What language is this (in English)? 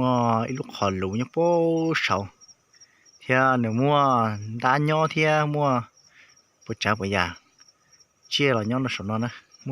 Hmong